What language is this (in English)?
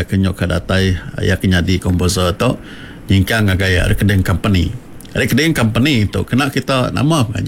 Iban